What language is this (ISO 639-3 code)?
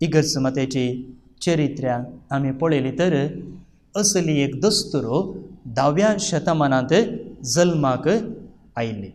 kok